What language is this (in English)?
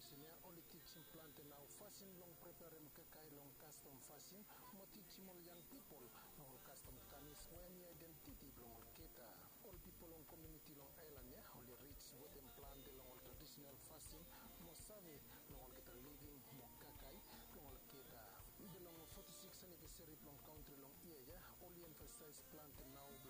Bislama